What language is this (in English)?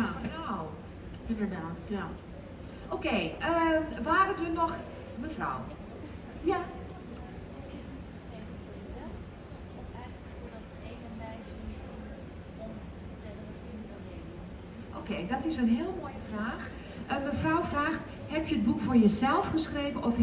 Dutch